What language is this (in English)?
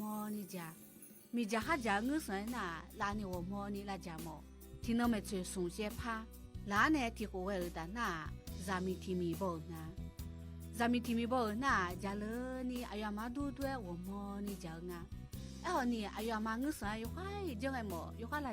Akha